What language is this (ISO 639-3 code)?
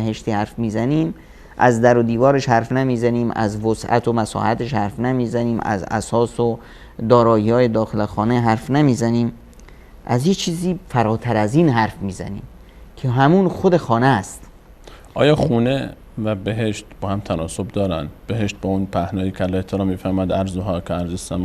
fas